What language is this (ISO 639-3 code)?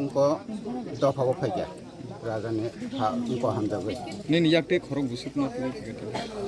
trp